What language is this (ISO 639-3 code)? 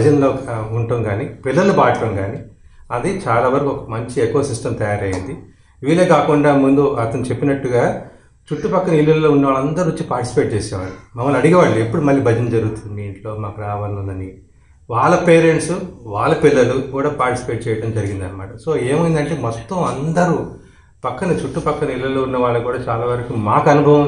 tel